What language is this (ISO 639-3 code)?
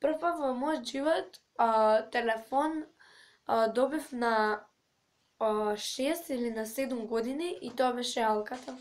mkd